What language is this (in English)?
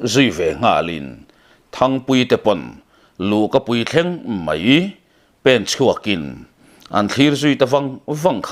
Mizo